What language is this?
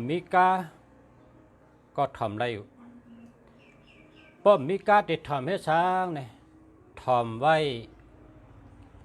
Shan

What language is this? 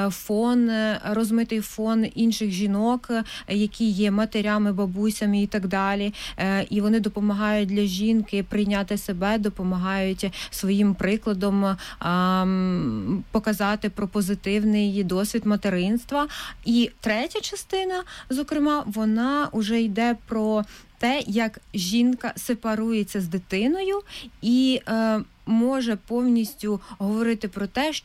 Ukrainian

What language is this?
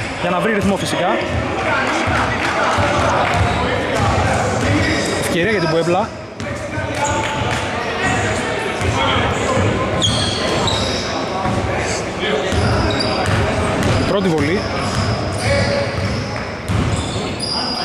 Greek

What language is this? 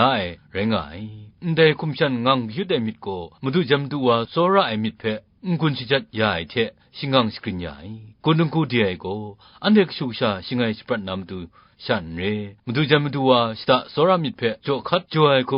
Kachin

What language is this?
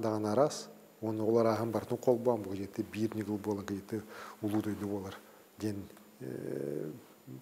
Yakut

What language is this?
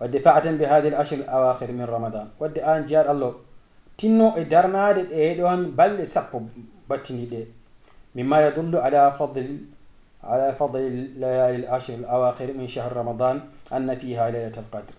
Fula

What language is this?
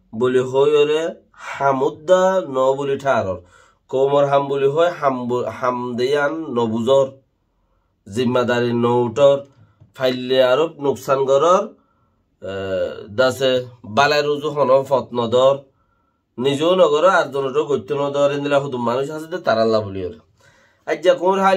Rohingya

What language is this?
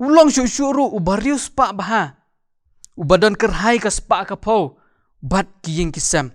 Khasi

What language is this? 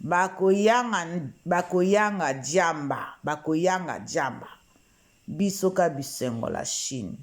Lingala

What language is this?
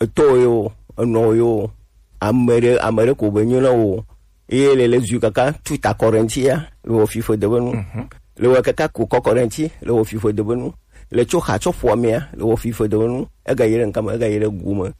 Gen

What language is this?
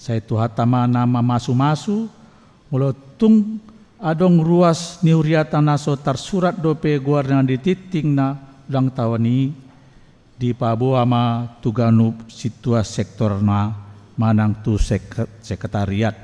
Batak Toba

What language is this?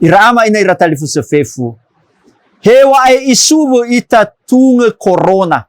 Nias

